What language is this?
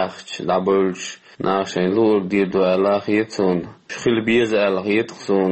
Chechen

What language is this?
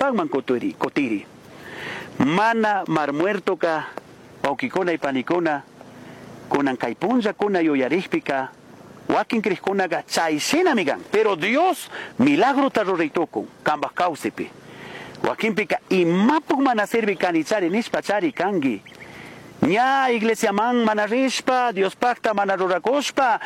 Chimborazo Highland Quichua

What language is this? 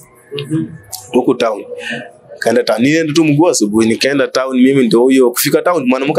Swahili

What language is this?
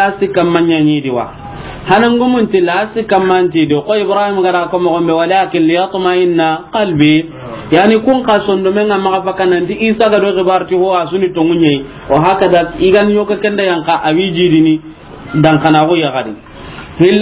Soninke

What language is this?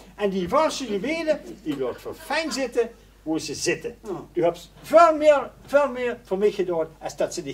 Limburgish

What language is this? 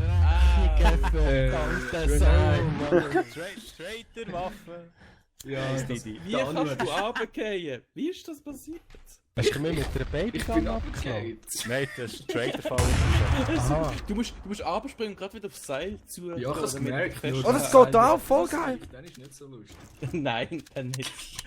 Swiss German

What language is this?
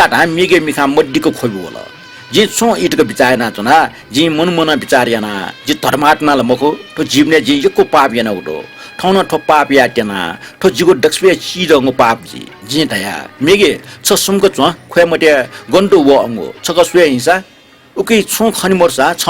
Newari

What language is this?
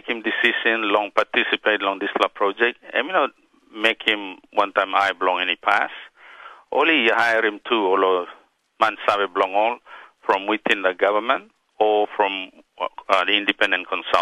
Tok Pisin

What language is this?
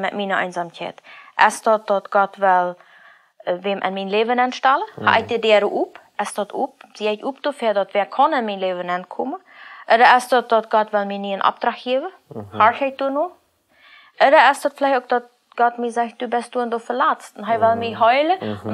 Plautdietsch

